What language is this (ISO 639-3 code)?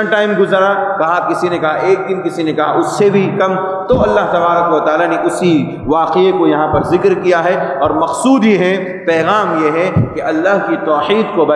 urd